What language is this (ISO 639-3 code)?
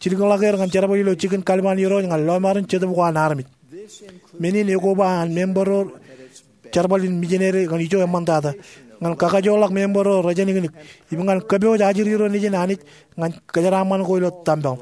mah